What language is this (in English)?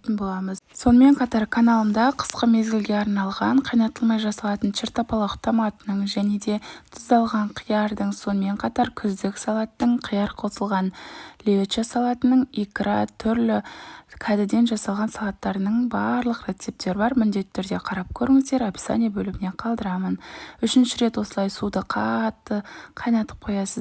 Kazakh